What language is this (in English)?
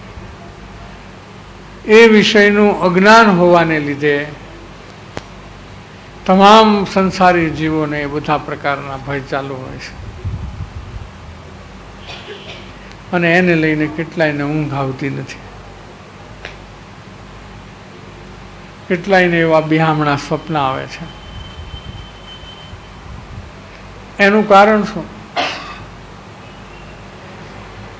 Gujarati